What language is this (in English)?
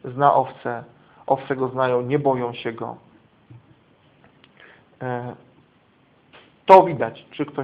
Polish